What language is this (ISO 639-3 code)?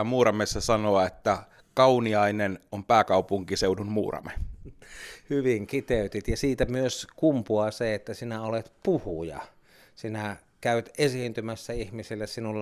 fin